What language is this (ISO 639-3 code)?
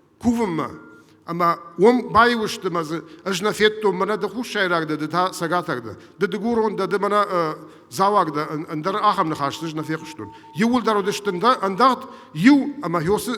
oss